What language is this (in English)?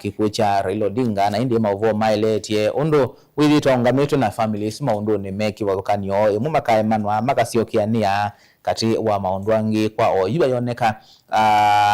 Kamba